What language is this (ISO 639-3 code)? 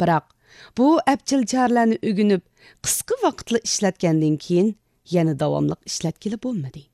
uig